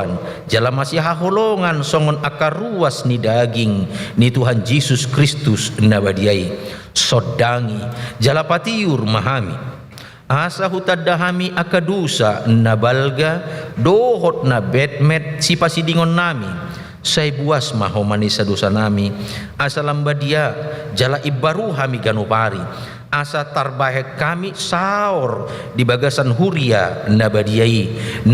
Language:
Batak Toba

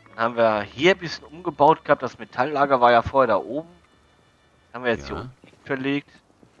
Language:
German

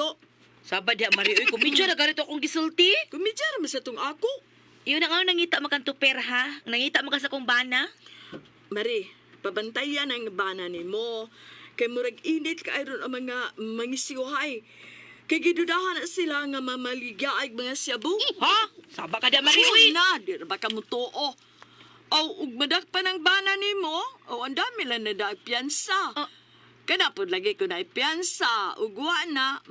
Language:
Cebuano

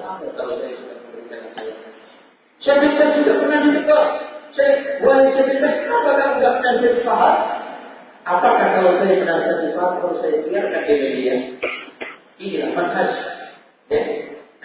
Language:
Indonesian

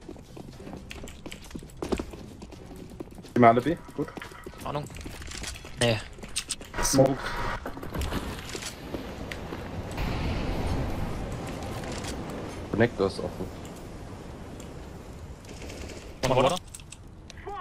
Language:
German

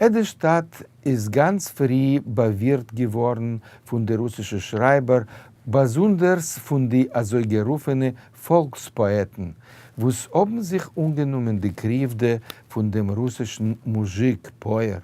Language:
Yiddish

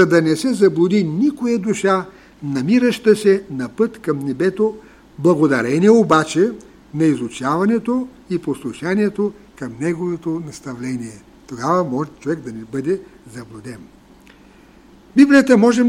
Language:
Bulgarian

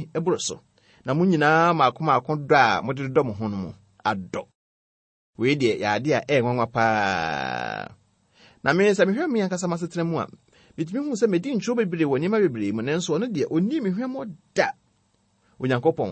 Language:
Akan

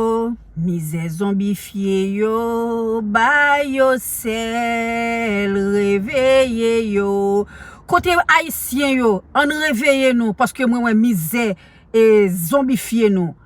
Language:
Haitian Creole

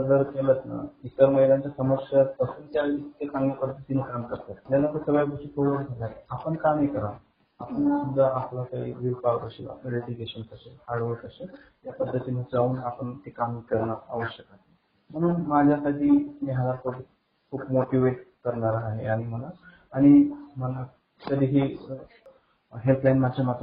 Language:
Marathi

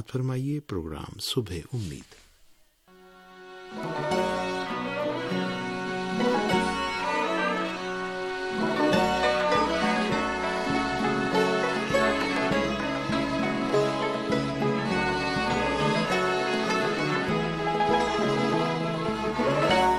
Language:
Urdu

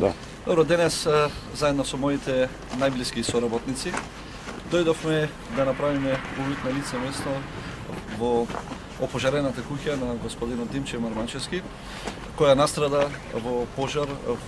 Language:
Macedonian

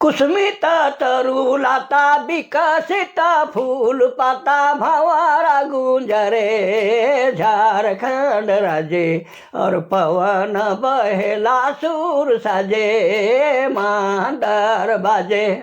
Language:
Sadri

